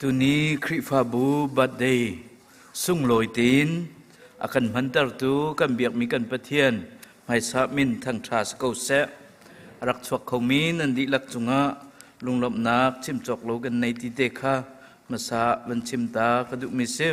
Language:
Hakha Chin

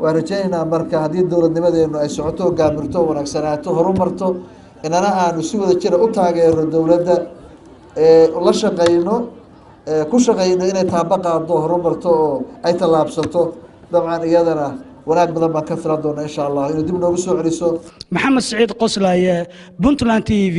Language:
Somali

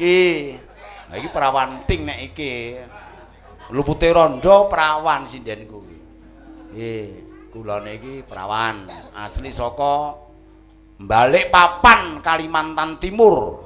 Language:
Javanese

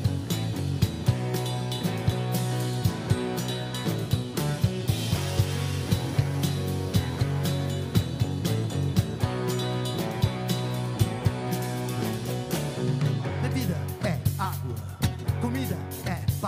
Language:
Portuguese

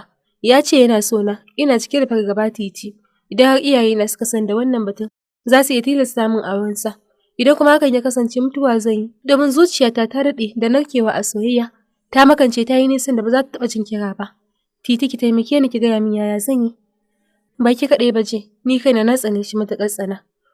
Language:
Hausa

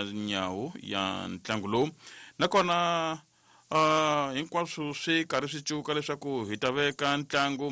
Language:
Tsonga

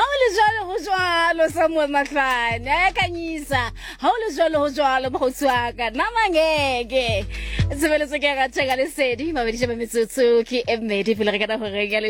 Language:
Southern Sotho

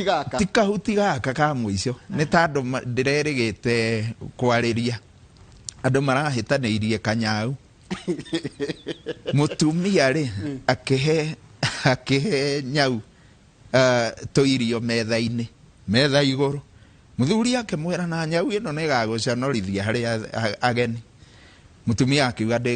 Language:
Kikuyu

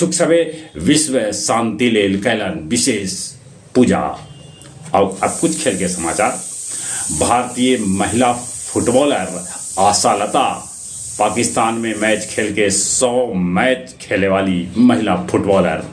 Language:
Magahi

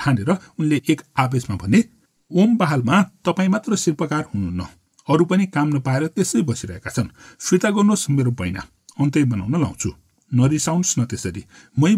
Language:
Nepali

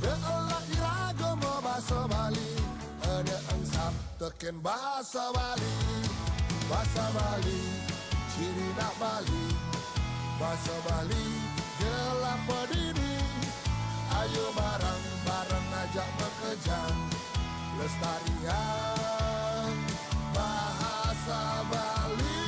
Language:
Balinese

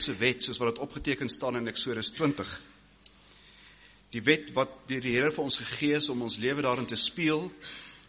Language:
Afrikaans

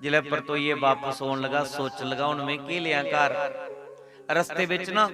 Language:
Dogri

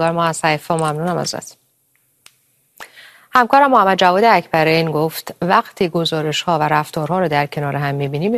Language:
Persian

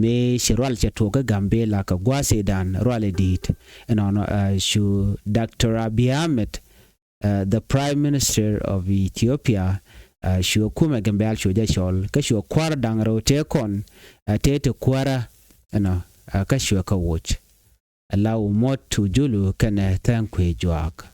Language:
Nuer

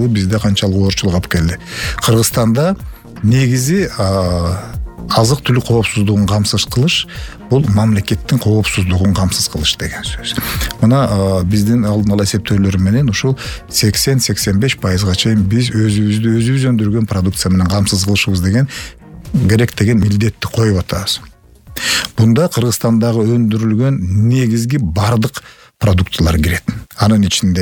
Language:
Kyrgyz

